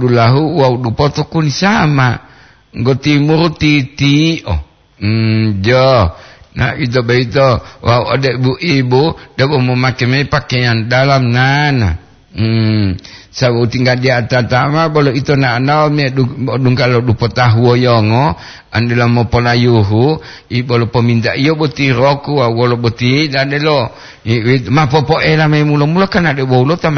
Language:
Gorontalo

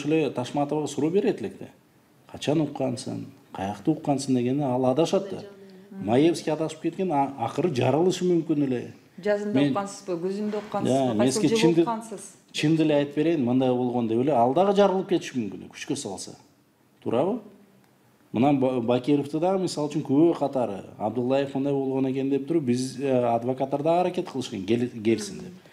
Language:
Kyrgyz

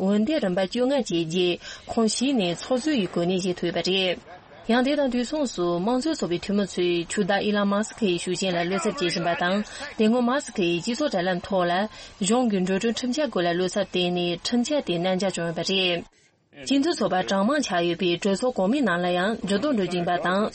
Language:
Tibetan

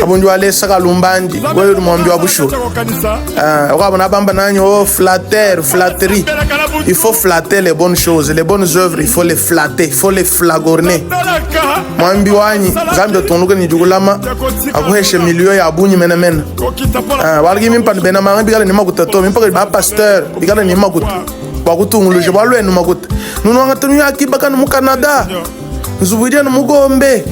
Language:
Luba-Lulua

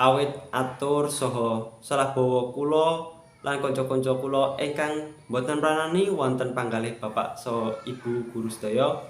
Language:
Javanese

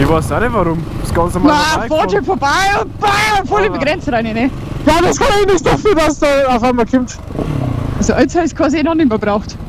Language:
Bavarian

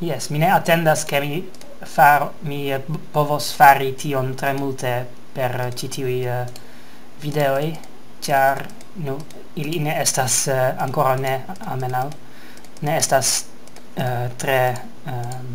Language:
Esperanto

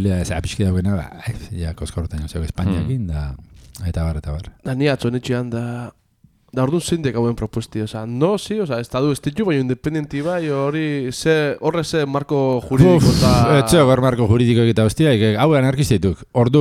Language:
Basque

